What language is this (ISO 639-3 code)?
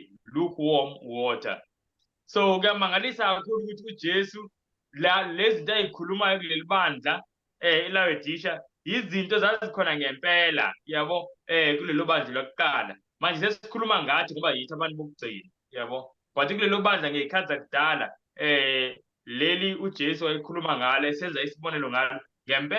zul